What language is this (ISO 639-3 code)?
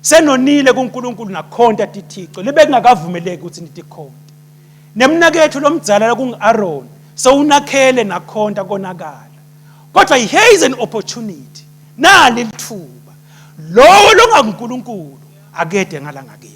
ssw